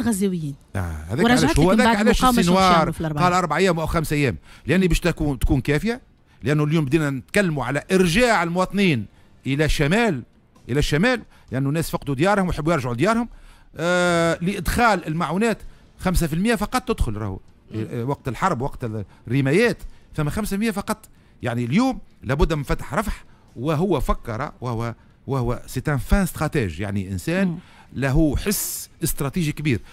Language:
Tunisian Arabic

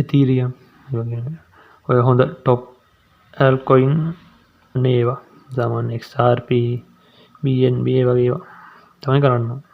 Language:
Sinhala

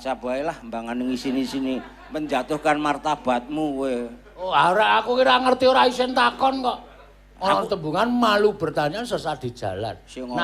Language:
Javanese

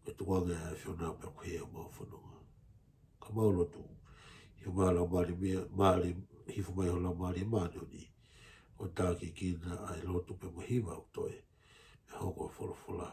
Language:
Tongan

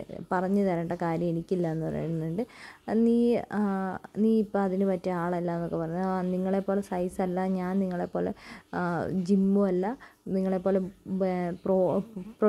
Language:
Malayalam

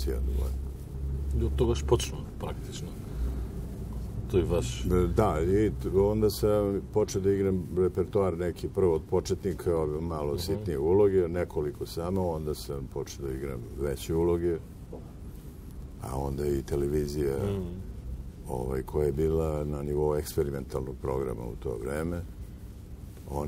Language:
Serbian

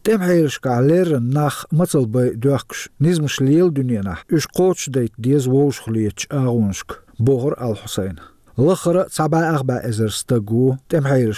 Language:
Chechen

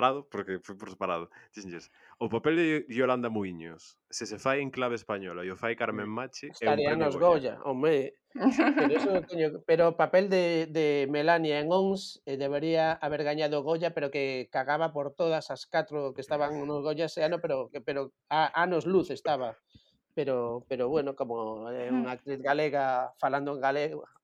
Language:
Galician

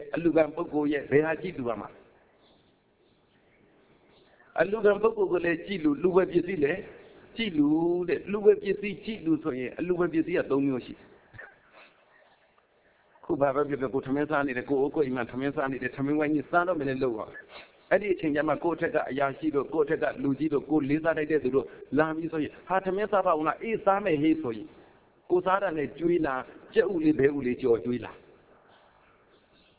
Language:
Burmese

